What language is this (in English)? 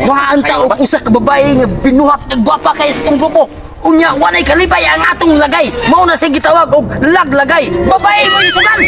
Cebuano